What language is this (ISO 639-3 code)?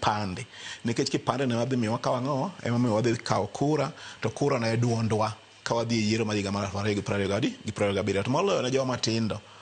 luo